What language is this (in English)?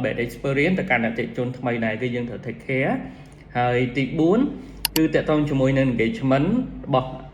Khmer